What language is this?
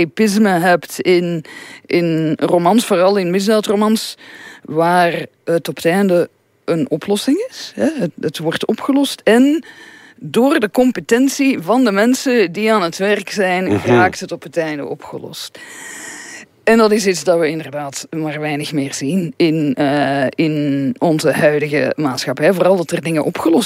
Dutch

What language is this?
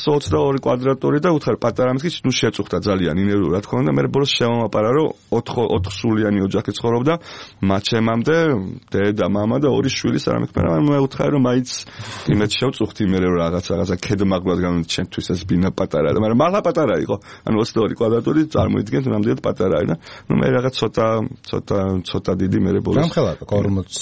Georgian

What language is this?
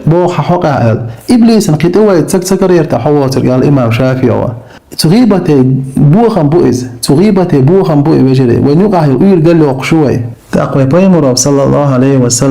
Chechen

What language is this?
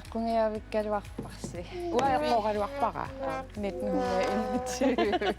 Kalaallisut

